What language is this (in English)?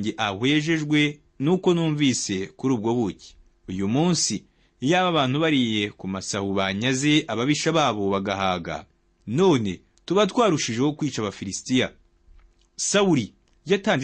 Kinyarwanda